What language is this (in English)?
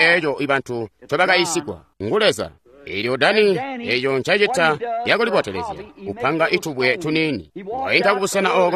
Tonga (Zambia)